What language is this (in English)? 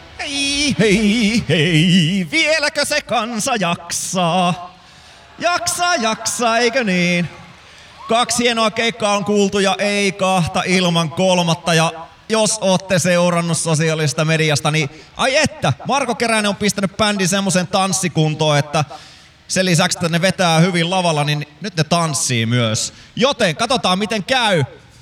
Finnish